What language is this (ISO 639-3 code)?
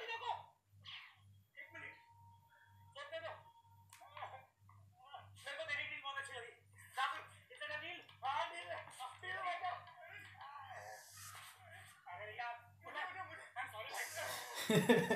hin